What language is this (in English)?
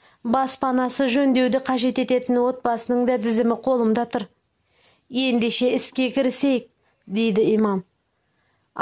Kazakh